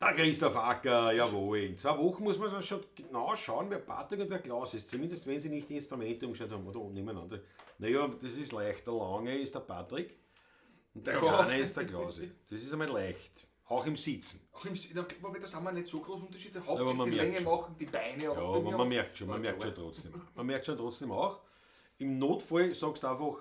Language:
Bavarian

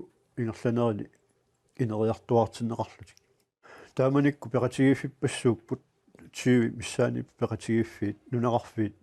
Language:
Kalaallisut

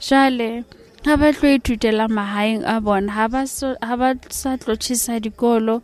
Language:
Southern Sotho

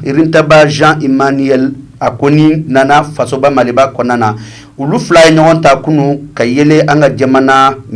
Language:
Bambara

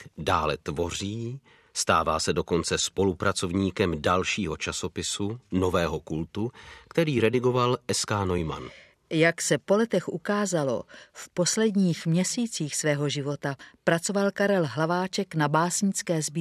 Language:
Czech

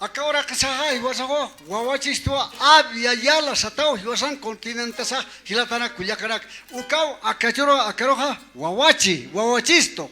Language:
Aymara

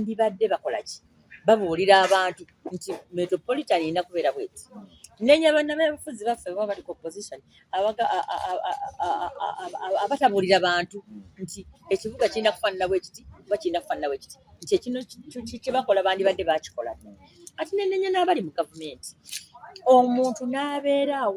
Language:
Ganda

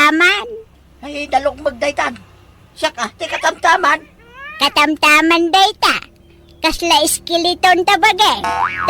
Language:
Iloko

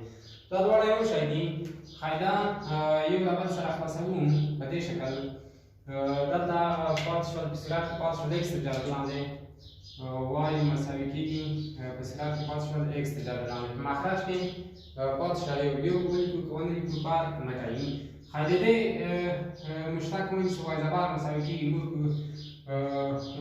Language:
Pashto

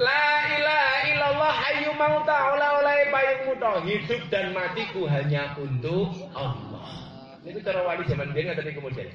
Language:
Javanese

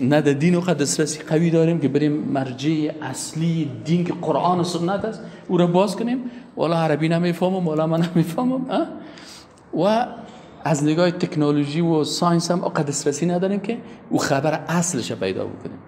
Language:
Persian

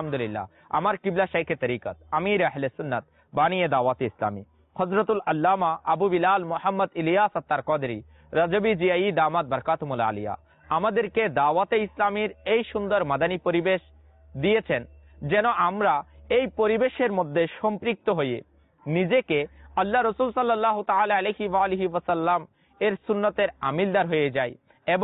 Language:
Bangla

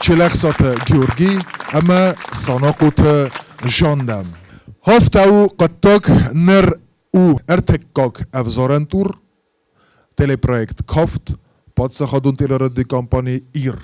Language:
Ossetic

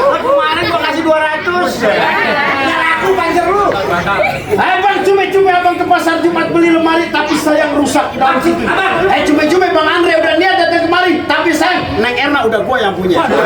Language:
Betawi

